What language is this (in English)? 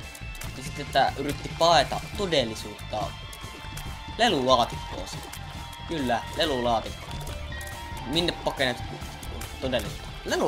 Finnish